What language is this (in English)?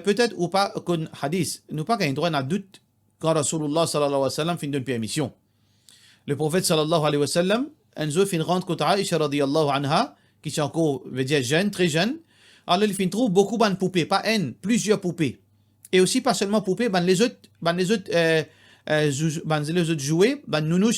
Morisyen